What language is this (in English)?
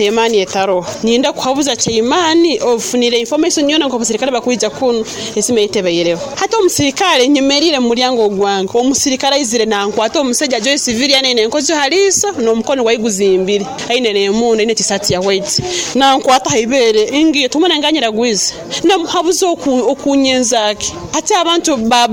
Nyoro